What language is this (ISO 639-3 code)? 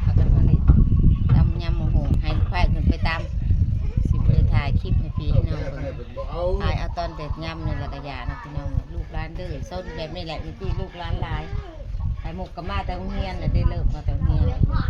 tts